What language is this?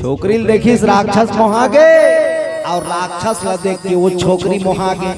Chhattisgarhi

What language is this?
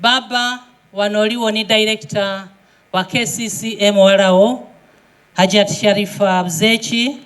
Soga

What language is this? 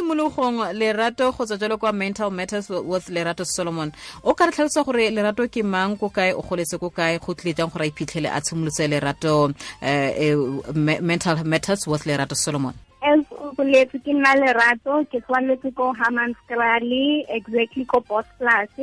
Tswana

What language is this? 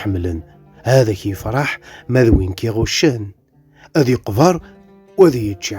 Kabyle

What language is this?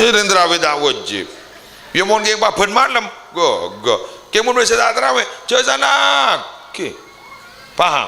Madurese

